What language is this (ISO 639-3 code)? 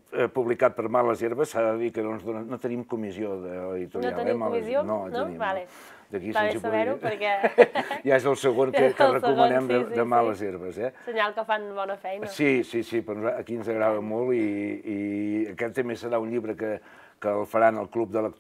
cat